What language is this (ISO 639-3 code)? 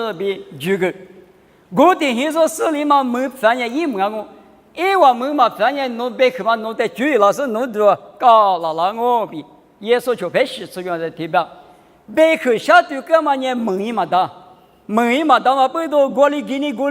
lis